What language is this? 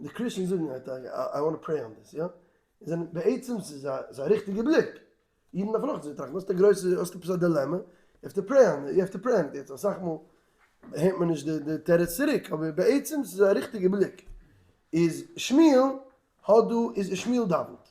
Yiddish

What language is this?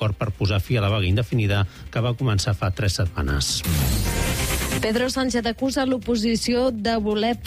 Catalan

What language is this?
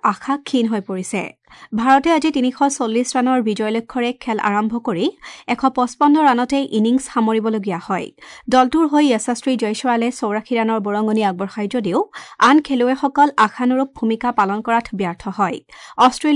Assamese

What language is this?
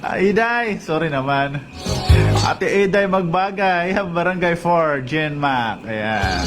Waray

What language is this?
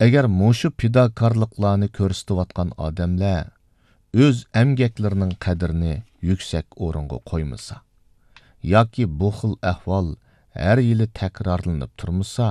Uyghur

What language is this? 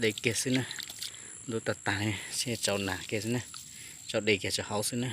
Hmong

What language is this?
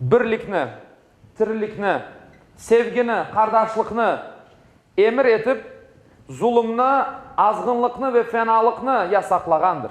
Crimean Tatar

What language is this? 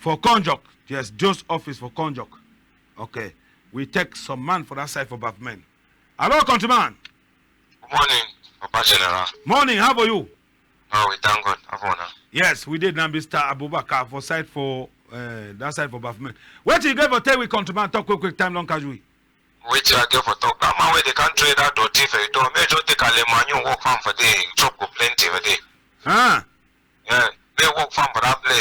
Cameroon Pidgin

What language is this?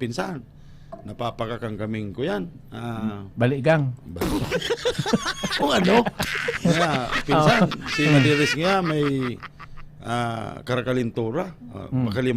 Bikol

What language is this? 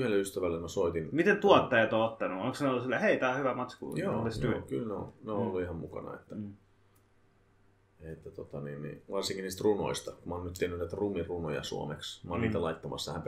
Finnish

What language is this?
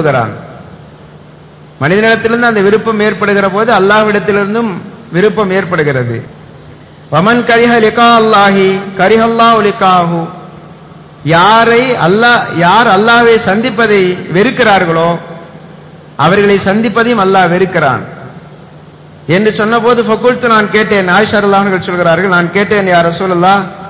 Tamil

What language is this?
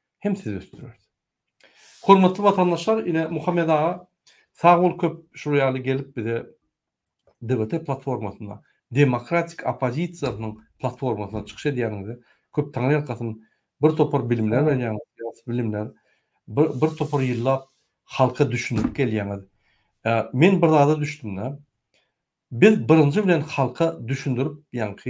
Turkmen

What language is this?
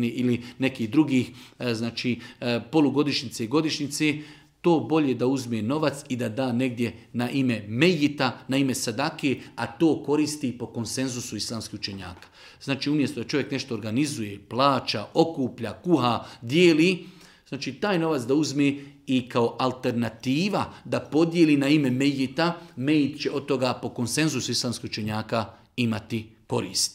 Bosnian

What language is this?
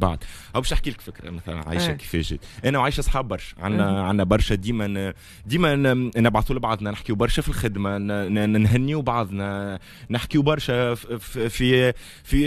Tunisian Arabic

